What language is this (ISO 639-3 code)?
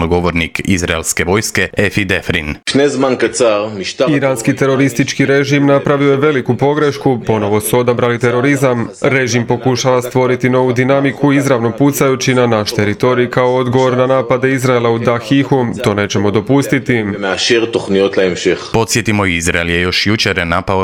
hrv